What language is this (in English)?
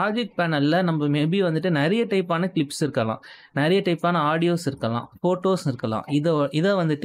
Tamil